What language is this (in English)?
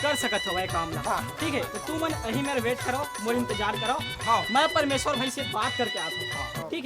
Chhattisgarhi